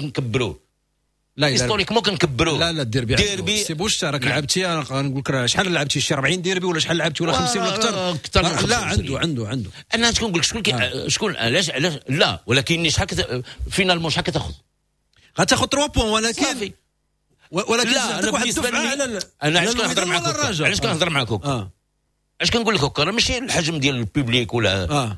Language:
Moroccan Arabic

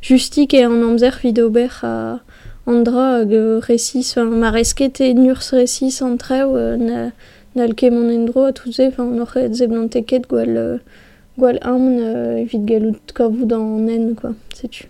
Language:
Breton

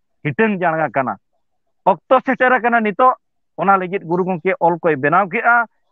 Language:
Santali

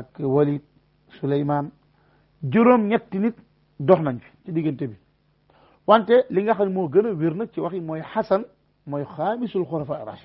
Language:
Wolof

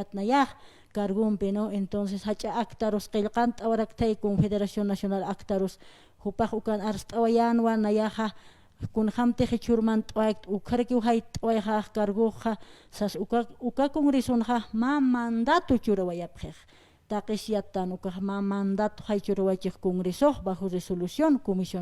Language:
Aymara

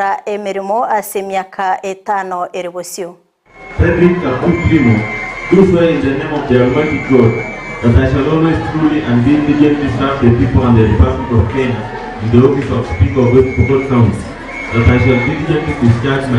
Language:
Gusii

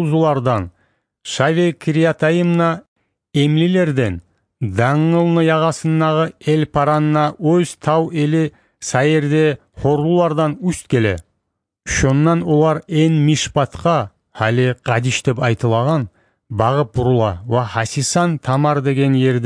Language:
Kumyk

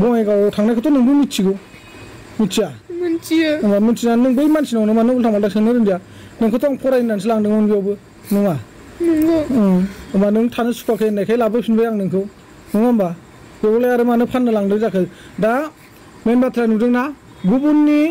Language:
Bodo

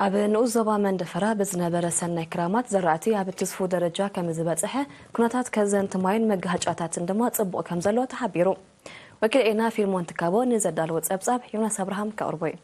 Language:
Tigrinya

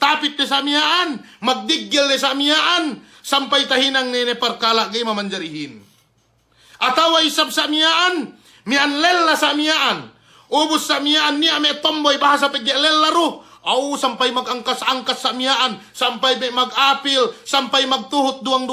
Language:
Yakan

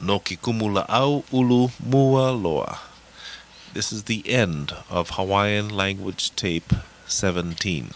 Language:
Hawaiian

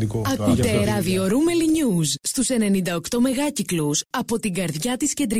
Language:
Greek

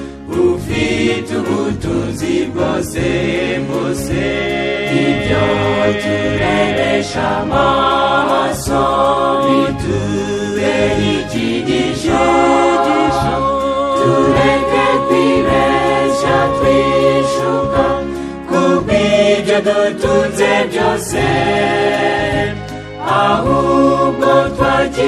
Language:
Kinyarwanda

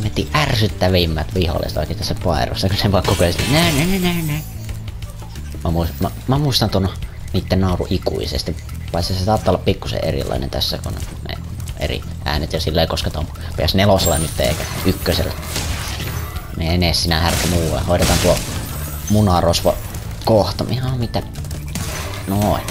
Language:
Finnish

